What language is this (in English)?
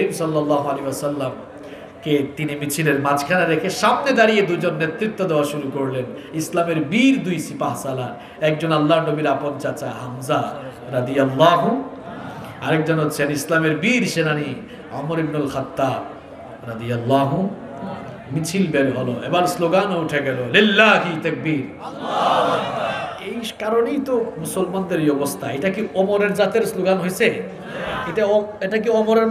Bangla